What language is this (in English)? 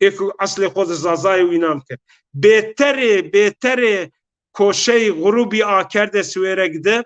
Zaza